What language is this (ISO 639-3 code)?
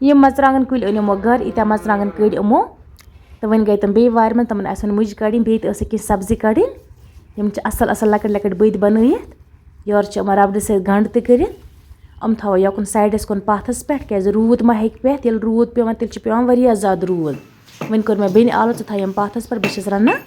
kas